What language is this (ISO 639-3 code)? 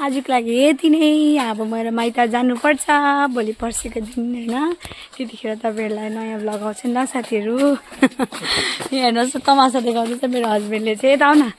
nep